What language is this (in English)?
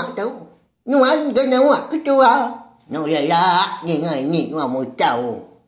Iban